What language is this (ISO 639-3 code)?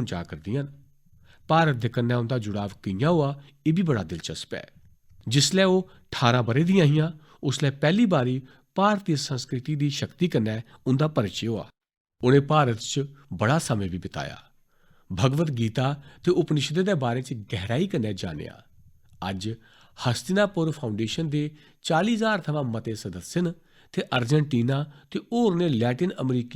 doi